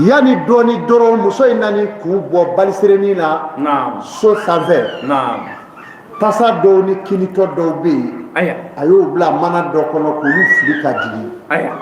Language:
Bambara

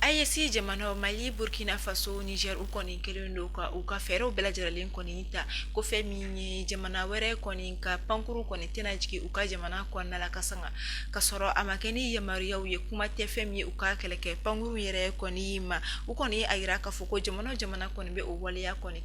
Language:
Bambara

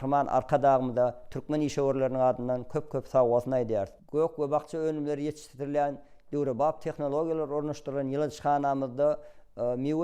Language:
Turkmen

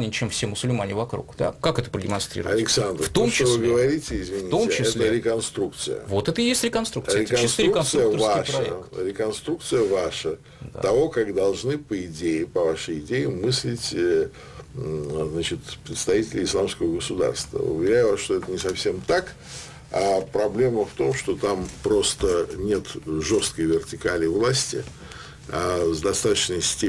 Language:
Russian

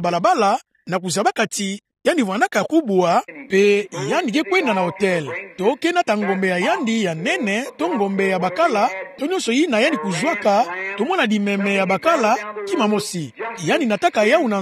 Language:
Kituba (Democratic Republic of Congo)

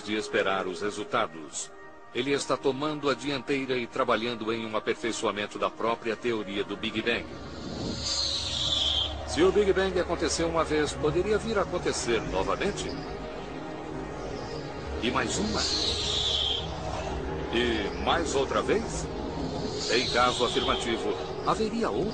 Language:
Portuguese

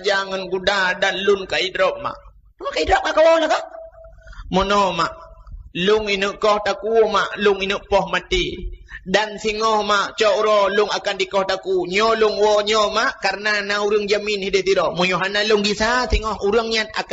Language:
Achinese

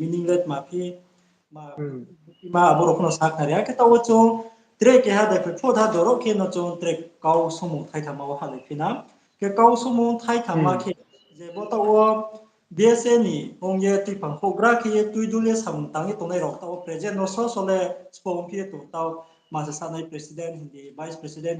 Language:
Riang (India)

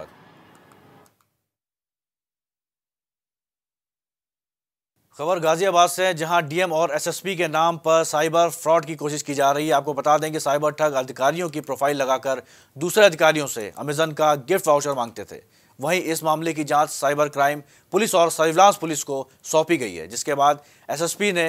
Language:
Hindi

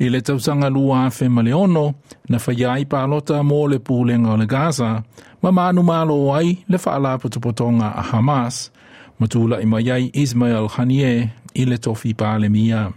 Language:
Samoan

